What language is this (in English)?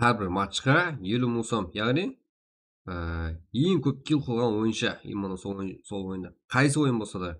Kara-Kalpak